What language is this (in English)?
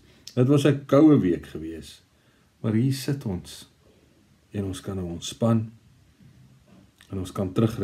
Afrikaans